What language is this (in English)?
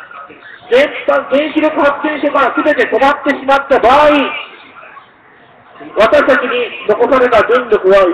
Japanese